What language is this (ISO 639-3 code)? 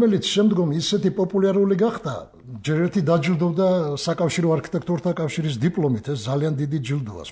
kat